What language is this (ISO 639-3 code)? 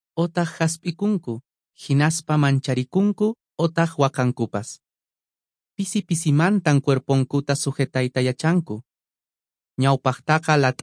que